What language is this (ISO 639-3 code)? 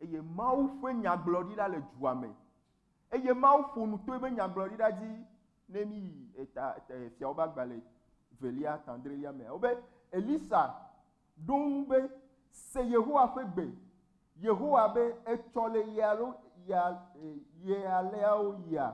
ewe